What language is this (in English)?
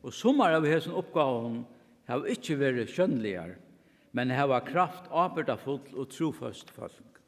Faroese